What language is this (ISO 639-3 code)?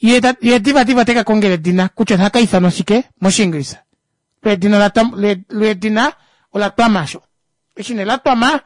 kua